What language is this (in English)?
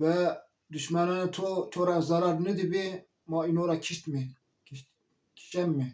Zaza